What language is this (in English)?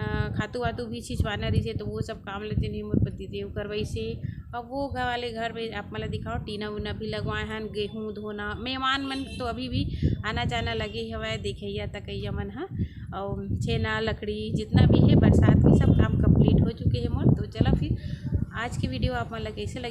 Chhattisgarhi